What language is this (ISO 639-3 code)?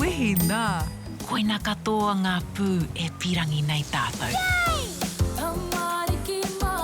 mri